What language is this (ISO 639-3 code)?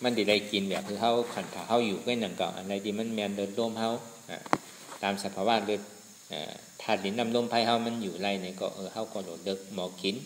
shn